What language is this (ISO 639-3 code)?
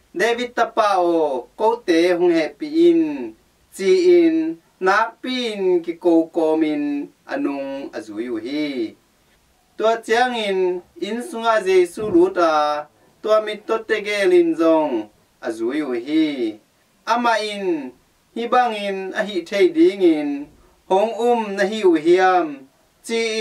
ctd